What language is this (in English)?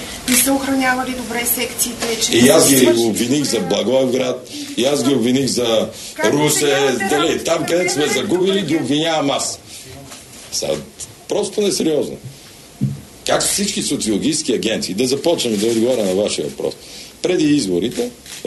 Bulgarian